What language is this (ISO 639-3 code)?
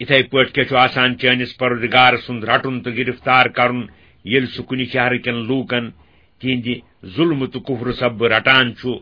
kas